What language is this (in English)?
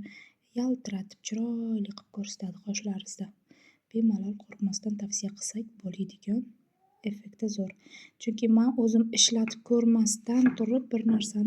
Uzbek